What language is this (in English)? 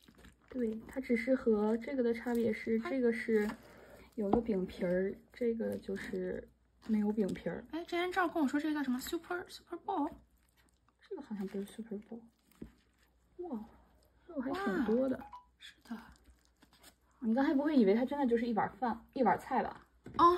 Chinese